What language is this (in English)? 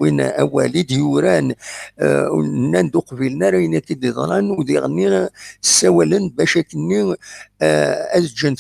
Kabyle